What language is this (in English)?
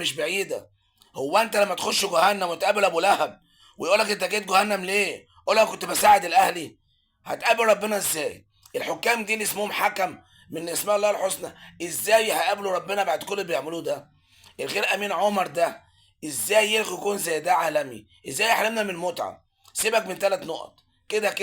Egyptian Arabic